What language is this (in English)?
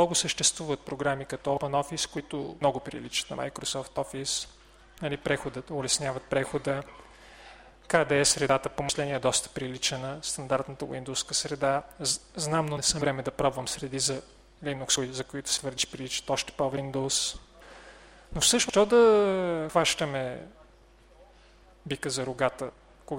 Bulgarian